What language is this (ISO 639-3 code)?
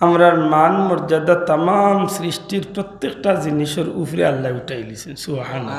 syl